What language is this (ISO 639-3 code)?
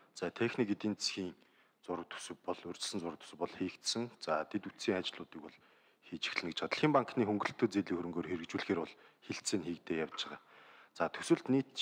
mon